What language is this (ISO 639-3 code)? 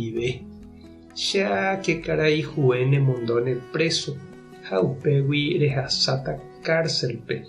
grn